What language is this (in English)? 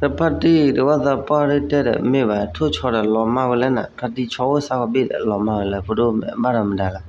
S'gaw Karen